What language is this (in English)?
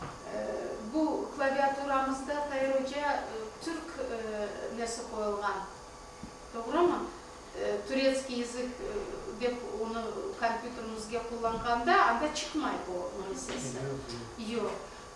Crimean Tatar